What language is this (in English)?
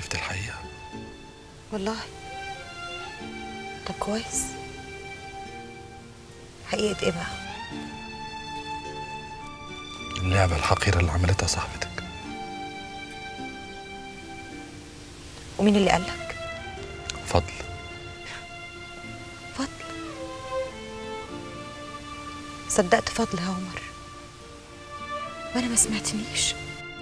Egyptian Arabic